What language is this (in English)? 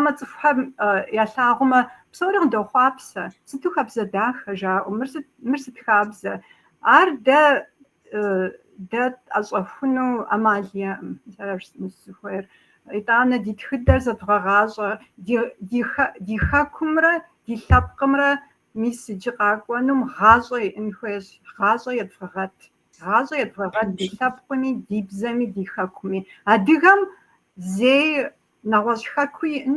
Kabardian